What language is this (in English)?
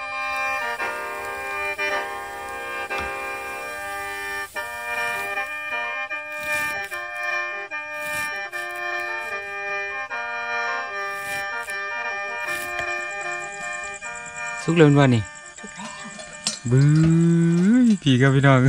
Thai